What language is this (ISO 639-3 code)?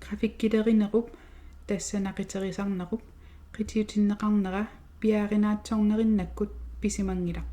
kal